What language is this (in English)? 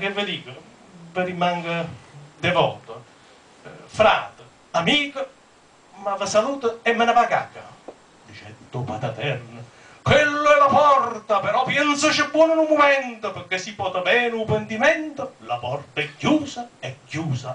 Neapolitan